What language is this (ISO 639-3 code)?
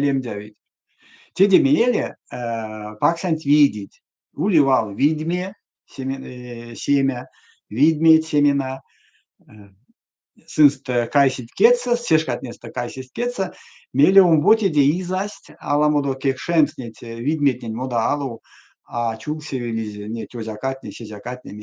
myv